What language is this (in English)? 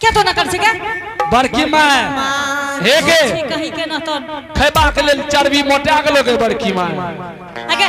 Angika